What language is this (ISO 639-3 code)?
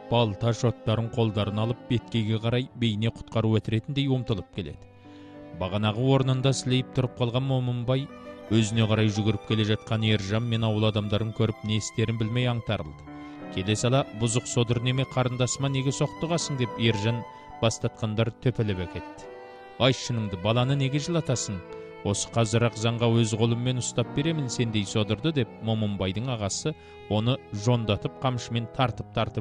kaz